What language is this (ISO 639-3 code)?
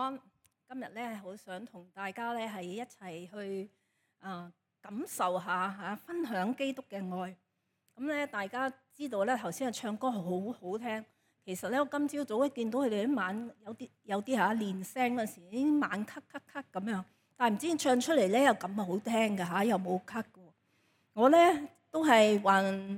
yue